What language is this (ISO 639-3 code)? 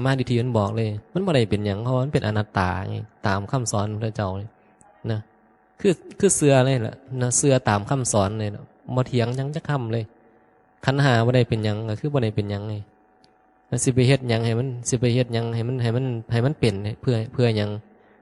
tts